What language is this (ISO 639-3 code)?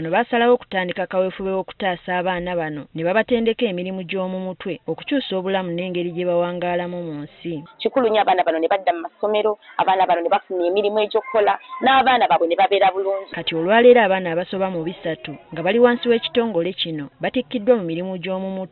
lug